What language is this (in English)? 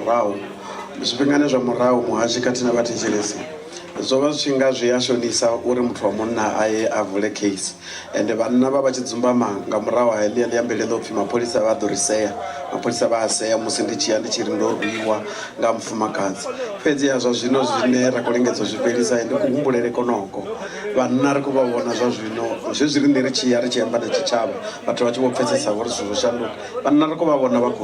Venda